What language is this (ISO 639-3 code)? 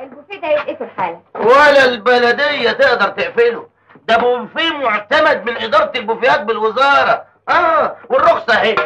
arz